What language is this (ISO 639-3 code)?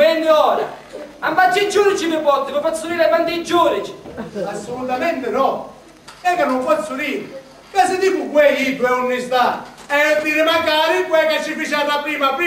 scn